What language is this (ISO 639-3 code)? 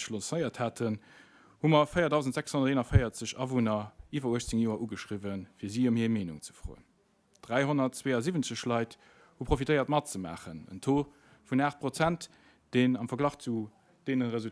ltz